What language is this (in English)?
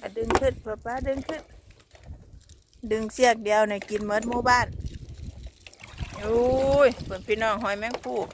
Lao